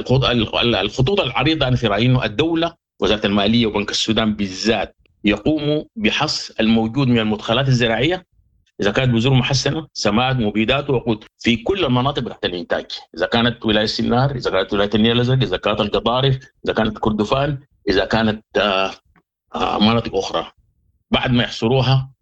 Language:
Sudanese Arabic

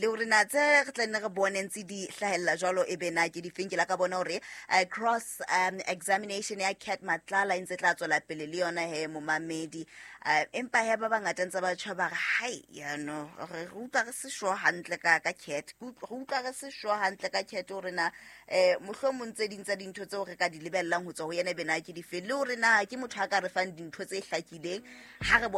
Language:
Southern Sotho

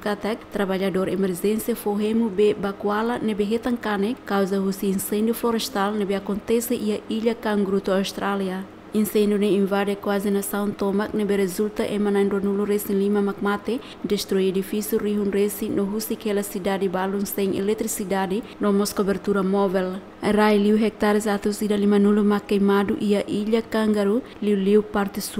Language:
Tetum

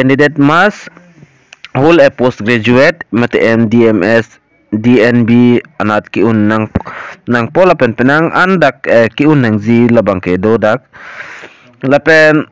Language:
Karbi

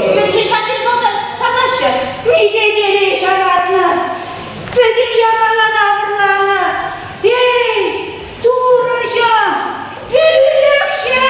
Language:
Chuvash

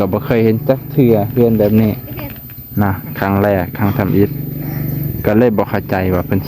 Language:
Lao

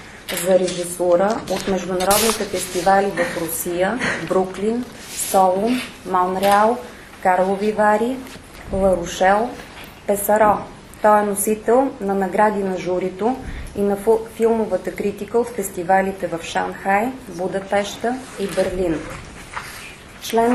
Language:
Bulgarian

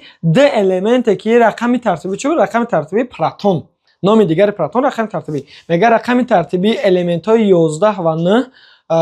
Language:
Tajik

